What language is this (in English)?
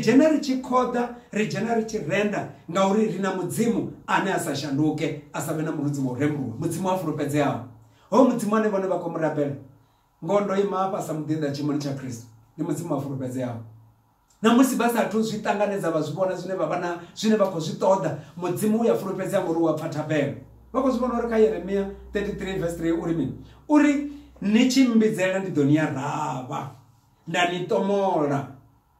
Venda